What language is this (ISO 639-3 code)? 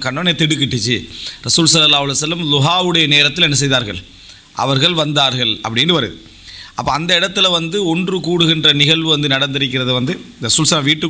tam